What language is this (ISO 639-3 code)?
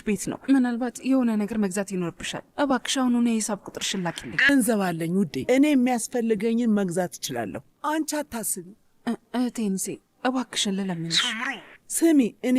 amh